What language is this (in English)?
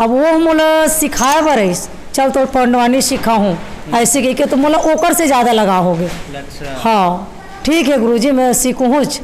Chhattisgarhi